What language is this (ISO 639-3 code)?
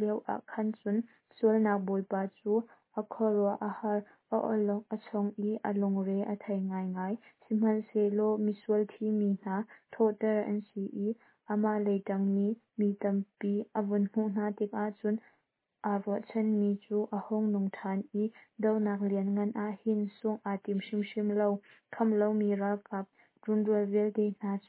cnh